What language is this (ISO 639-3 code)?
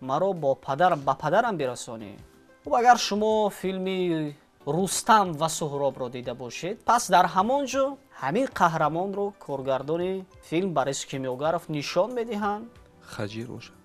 tgk